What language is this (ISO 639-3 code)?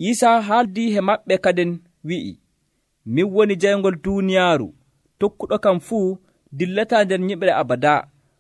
fuv